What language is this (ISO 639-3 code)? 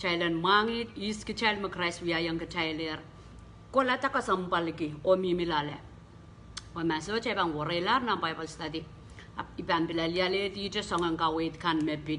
pon